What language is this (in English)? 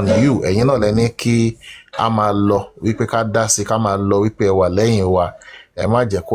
Yoruba